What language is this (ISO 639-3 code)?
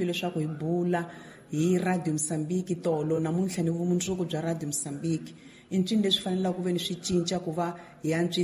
tso